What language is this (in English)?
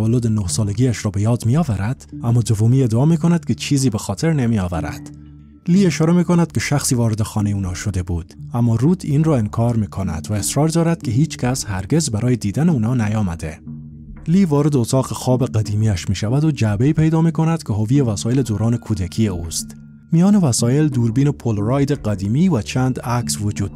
Persian